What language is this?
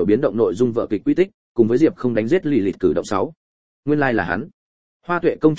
Vietnamese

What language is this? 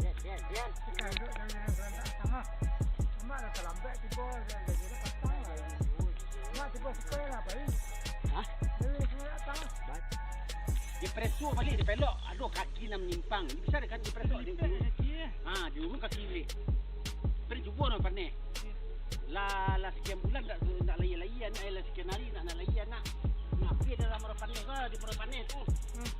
Minangkabau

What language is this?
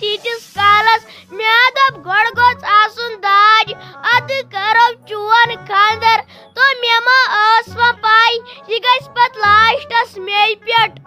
Kashmiri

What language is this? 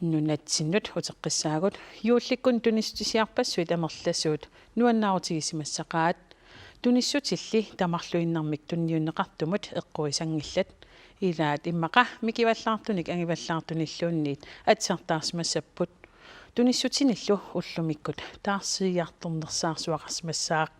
Kalaallisut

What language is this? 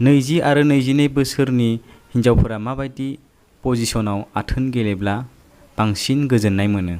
Bodo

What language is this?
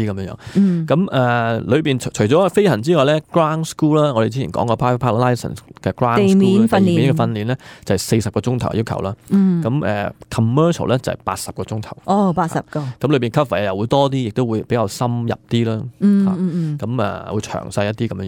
Cantonese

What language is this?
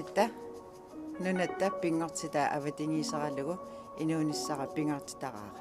Kalaallisut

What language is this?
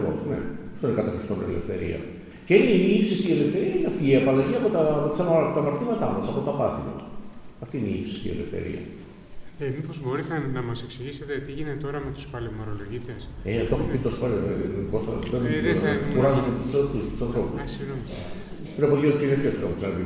Greek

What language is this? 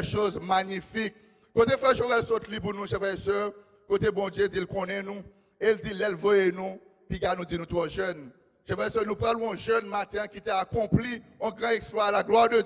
Haitian Creole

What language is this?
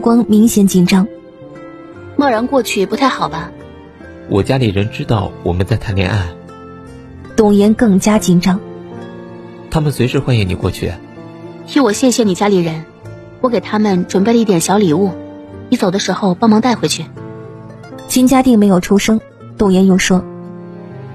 Chinese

